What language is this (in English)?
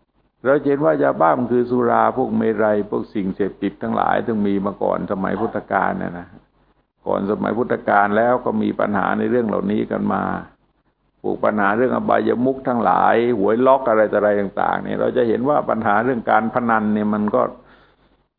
Thai